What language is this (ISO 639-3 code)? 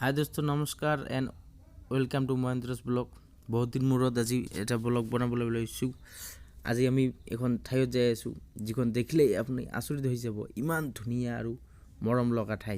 asm